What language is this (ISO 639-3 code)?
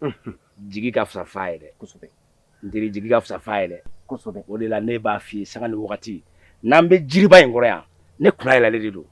bam